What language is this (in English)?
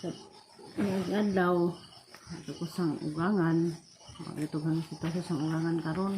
Cebuano